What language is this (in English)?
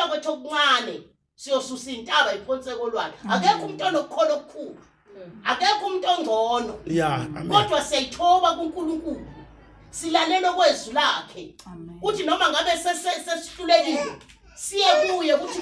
Zulu